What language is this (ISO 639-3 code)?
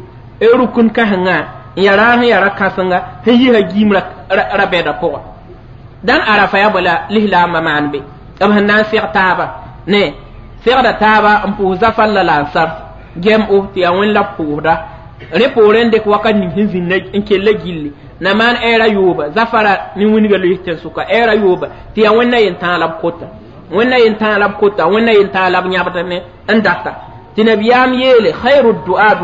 mos